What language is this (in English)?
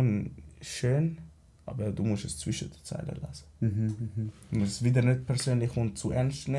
Swiss German